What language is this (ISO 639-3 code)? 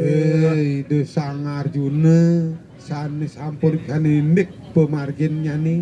ban